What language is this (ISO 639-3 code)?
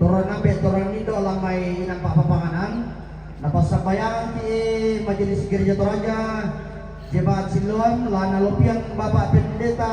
sda